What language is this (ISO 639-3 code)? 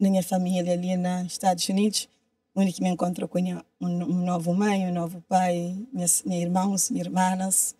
kea